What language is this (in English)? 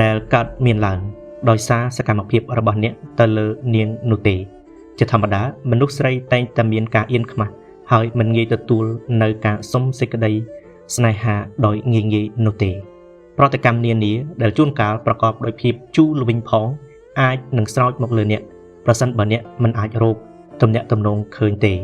Khmer